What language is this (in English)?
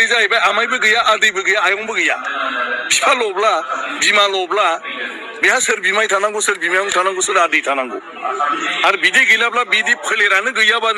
Bodo